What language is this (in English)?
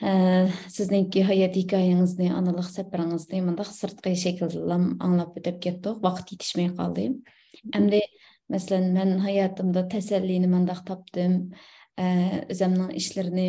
Uyghur